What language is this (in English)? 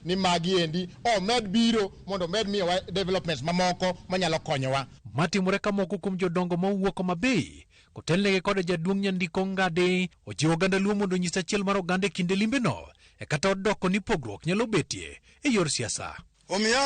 Luo (Kenya and Tanzania)